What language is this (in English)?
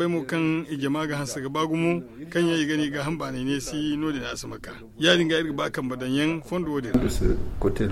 Zarma